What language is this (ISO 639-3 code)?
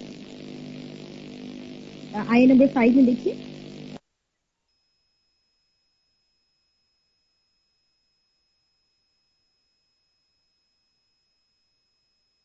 urd